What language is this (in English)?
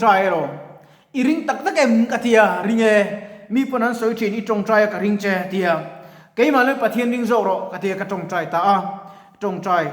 Mizo